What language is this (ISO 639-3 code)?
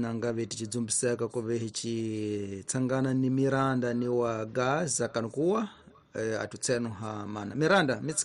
tso